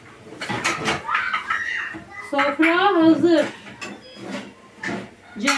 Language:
Turkish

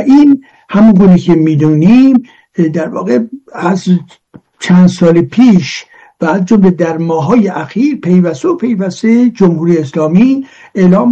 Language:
Persian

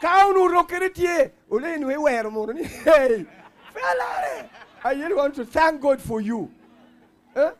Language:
Lango (Uganda)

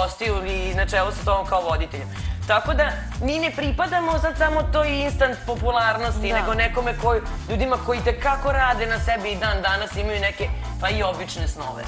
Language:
Serbian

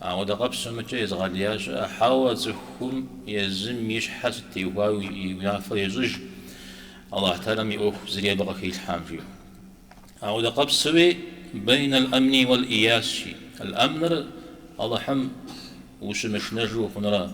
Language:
Kabardian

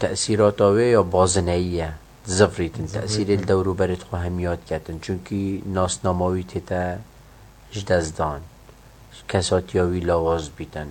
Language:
Kurdish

